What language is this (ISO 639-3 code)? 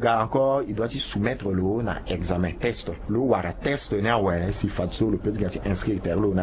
sag